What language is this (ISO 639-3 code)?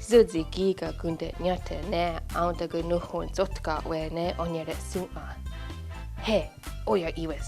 moh